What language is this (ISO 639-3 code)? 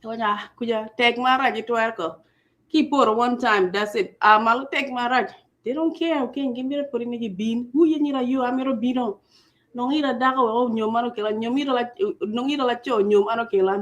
ach